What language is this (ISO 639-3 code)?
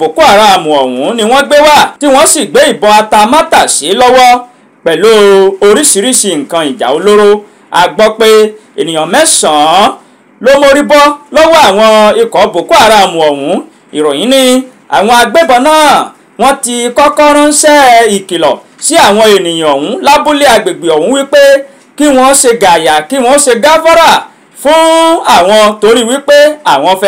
yor